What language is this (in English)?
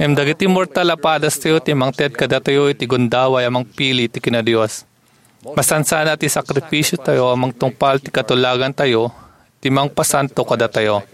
Iloko